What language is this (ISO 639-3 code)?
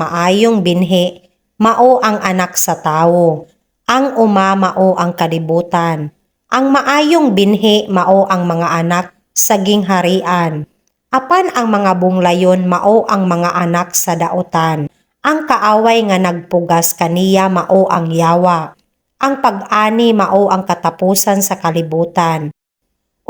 ceb